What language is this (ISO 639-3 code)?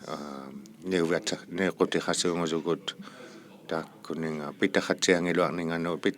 iku